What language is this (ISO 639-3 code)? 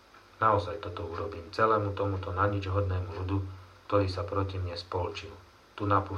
slk